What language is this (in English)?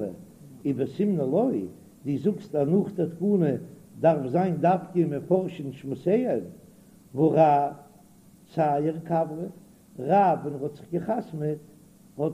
Yiddish